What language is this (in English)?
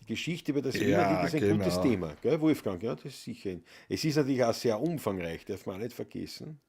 Bavarian